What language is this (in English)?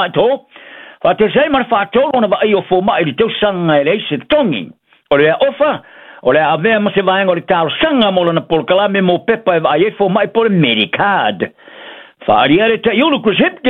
Samoan